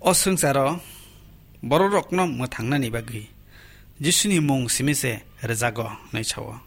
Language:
Kok Borok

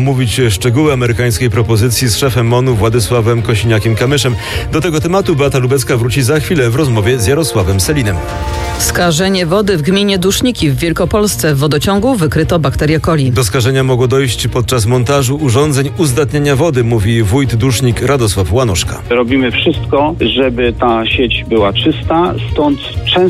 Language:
Polish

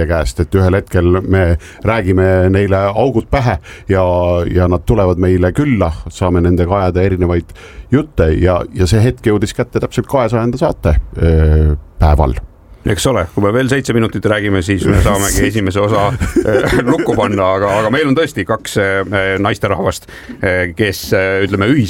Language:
Estonian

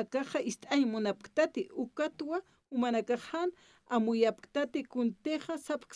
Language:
Aymara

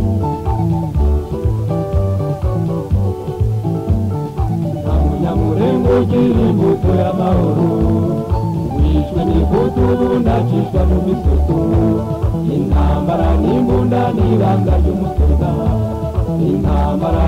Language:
Kinyarwanda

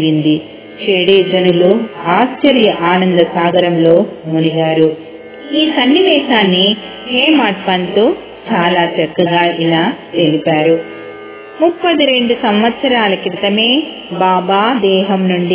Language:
Telugu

